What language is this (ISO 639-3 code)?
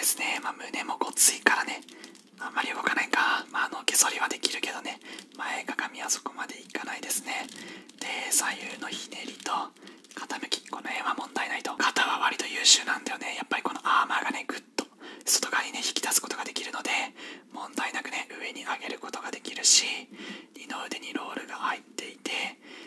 jpn